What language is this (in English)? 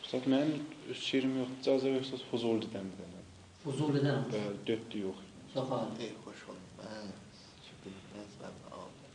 South Azerbaijani